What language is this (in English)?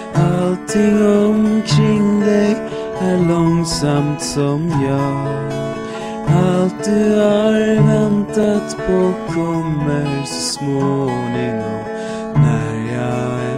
Swedish